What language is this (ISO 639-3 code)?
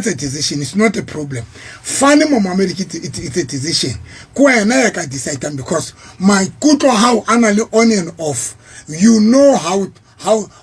sot